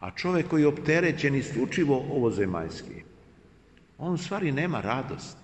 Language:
Serbian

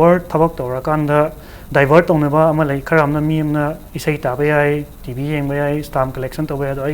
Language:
Manipuri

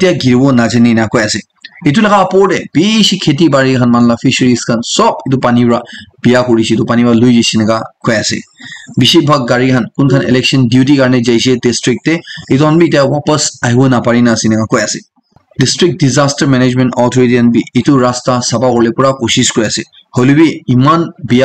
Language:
Naga Pidgin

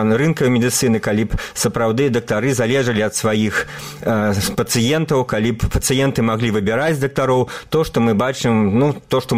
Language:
Belarusian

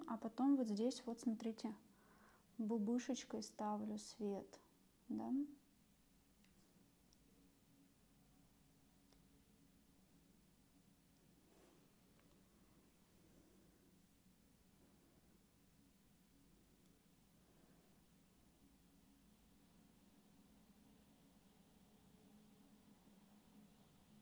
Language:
Russian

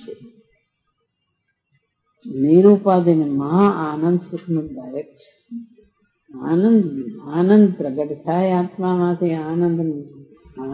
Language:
Gujarati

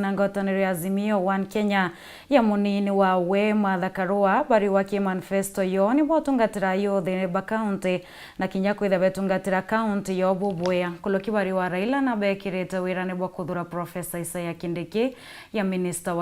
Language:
Meru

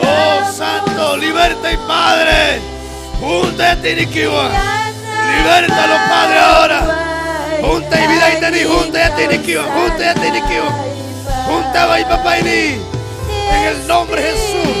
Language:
Ayacucho Quechua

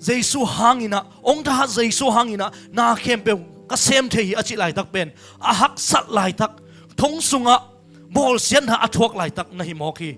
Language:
Tedim Chin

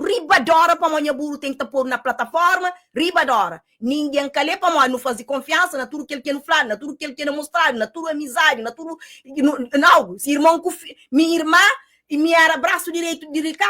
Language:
Kabuverdianu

